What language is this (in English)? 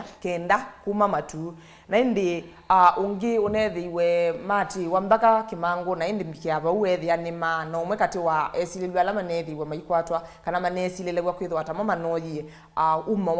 Kamba